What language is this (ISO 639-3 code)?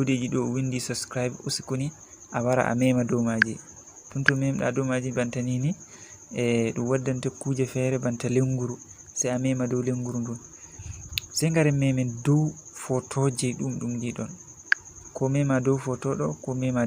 ful